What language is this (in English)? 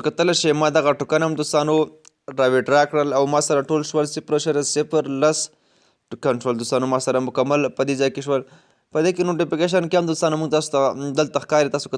Pashto